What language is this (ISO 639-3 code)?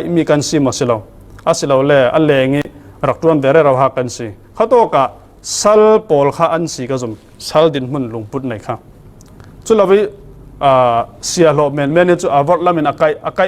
cfm